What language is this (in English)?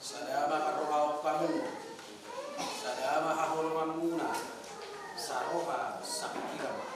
Batak Toba